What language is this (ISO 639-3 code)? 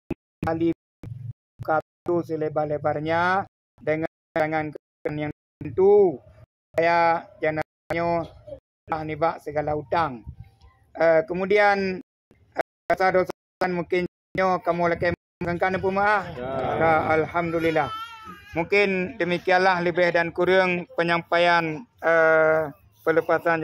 ace